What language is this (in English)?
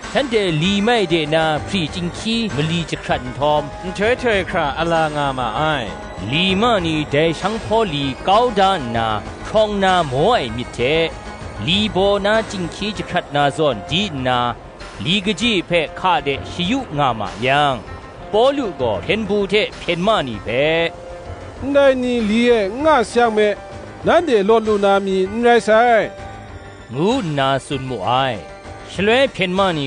Kachin